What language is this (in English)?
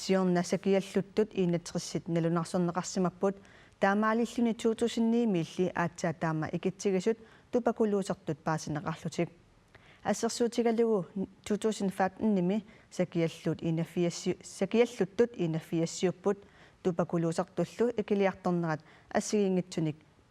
Kalaallisut